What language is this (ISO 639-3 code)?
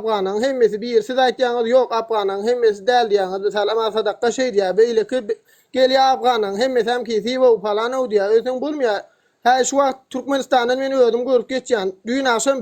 tuk